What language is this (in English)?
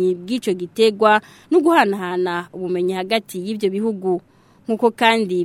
Rundi